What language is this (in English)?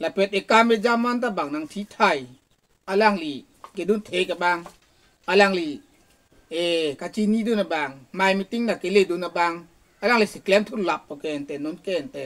Karbi